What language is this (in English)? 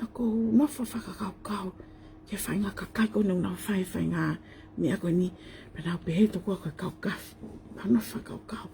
Tongan